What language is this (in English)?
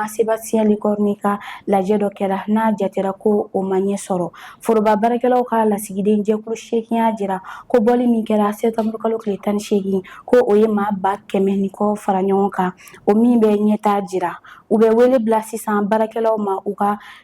Bambara